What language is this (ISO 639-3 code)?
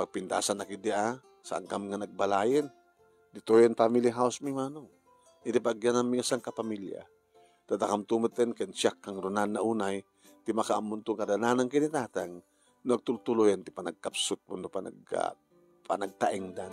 ilo